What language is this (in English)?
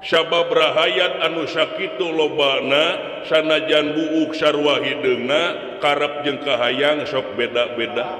Sundanese